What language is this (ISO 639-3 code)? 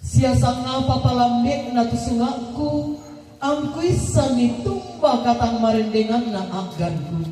sda